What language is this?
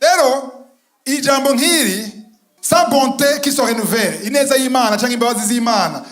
Rundi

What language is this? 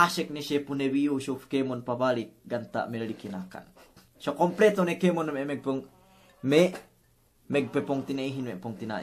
Yakan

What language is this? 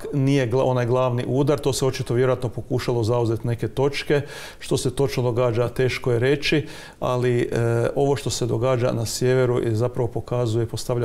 Croatian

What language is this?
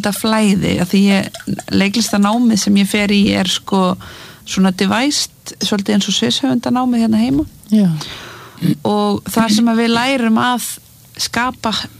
Icelandic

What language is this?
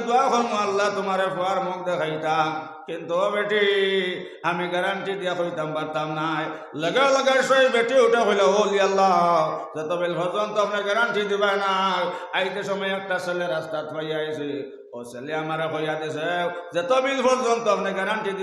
Sylheti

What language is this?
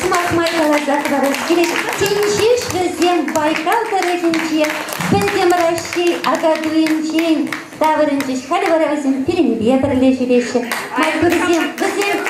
Chuvash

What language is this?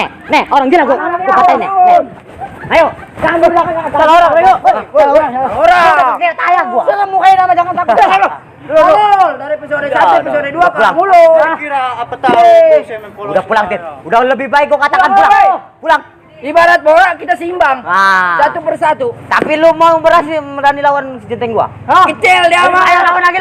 Betawi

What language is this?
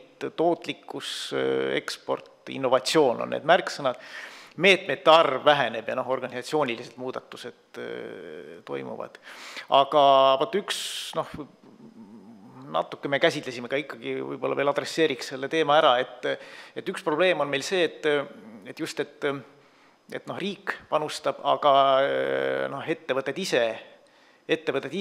Estonian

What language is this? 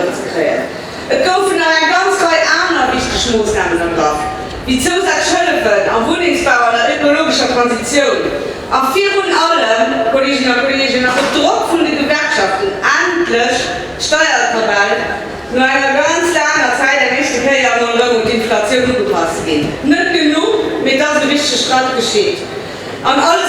Luxembourgish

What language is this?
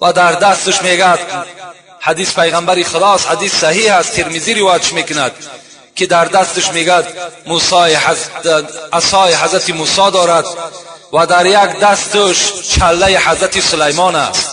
Tajik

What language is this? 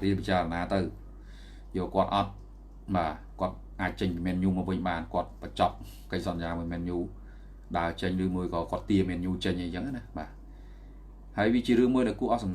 Khmer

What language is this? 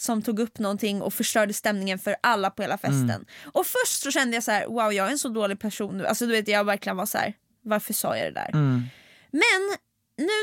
Swedish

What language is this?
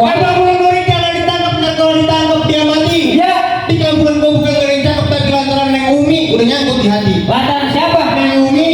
Betawi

